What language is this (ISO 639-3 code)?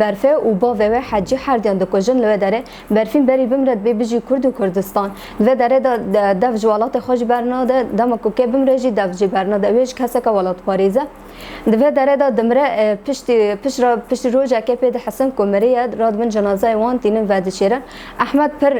kur